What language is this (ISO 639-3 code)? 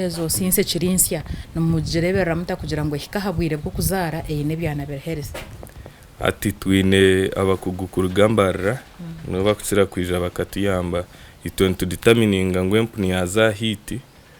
nyn